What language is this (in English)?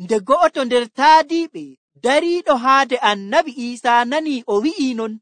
Nigerian Fulfulde